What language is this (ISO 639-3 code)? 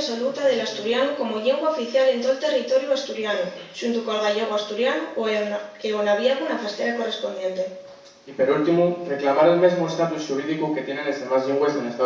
ast